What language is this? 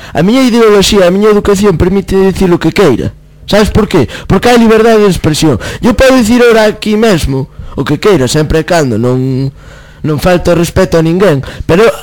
Galician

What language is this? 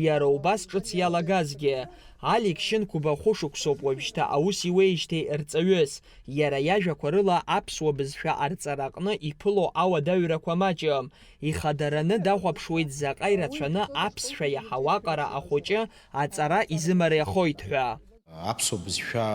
Abkhazian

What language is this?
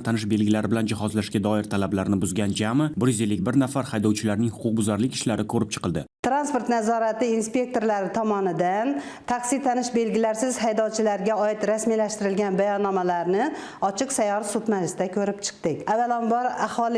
Uzbek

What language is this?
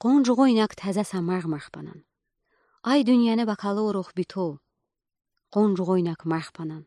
Udi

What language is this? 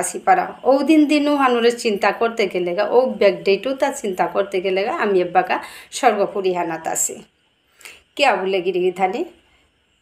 Bishnupriya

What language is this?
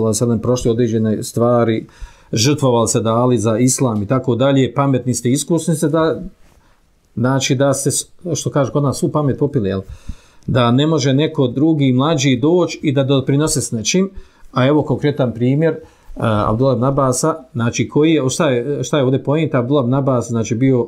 Bosnian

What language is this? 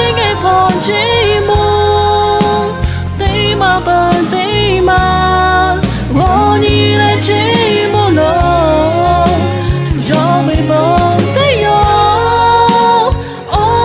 Lahu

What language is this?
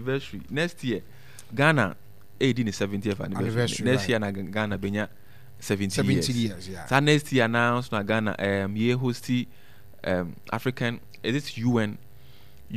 Akan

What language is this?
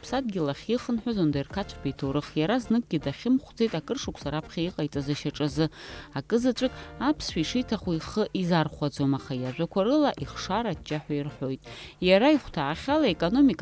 Abkhazian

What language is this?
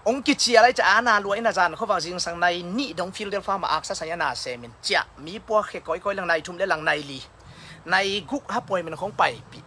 Tedim Chin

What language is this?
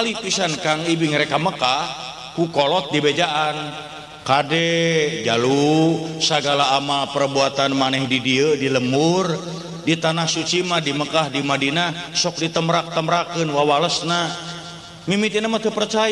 Sundanese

